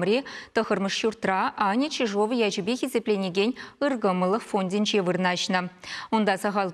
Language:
Chuvash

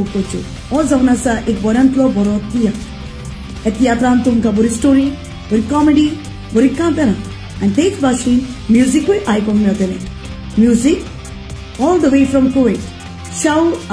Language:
Konkani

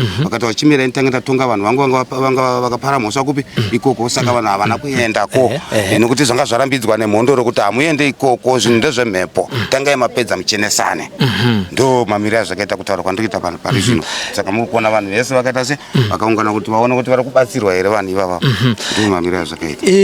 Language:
Shona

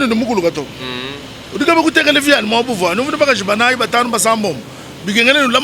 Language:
Luba-Lulua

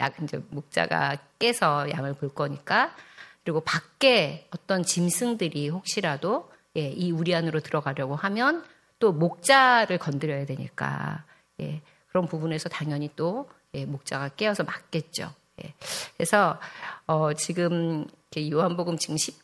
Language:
Korean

